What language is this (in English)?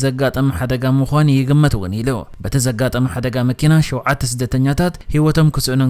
Tigrinya